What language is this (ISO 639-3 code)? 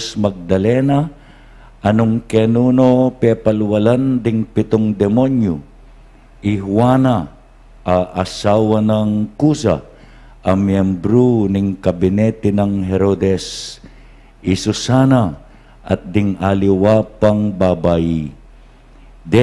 pam